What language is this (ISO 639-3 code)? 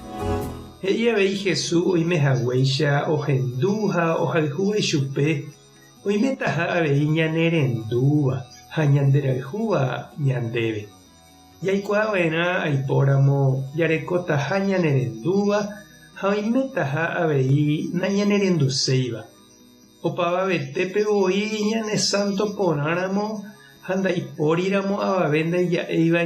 grn